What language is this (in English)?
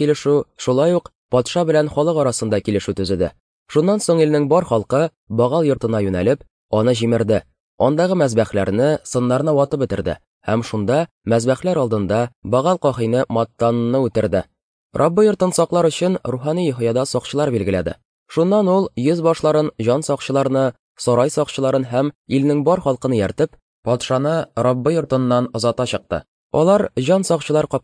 Tatar